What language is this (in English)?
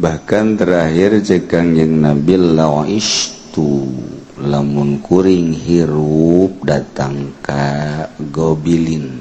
Sundanese